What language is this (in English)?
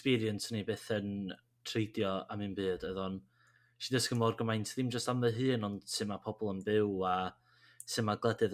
Welsh